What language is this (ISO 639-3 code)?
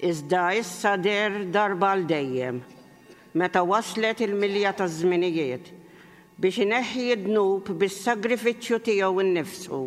mlt